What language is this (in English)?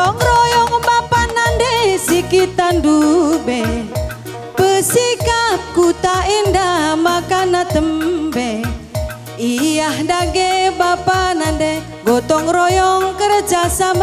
Batak Karo